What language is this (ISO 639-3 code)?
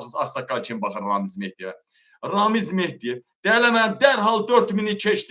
aze